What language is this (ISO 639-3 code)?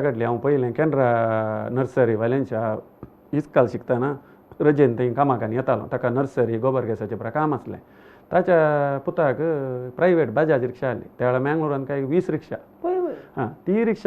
kok